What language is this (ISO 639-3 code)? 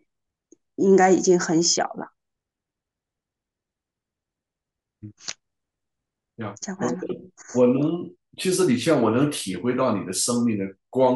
zho